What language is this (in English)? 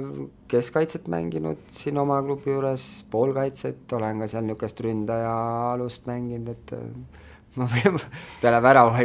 Estonian